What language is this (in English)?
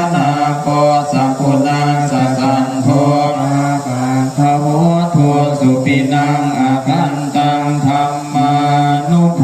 Pali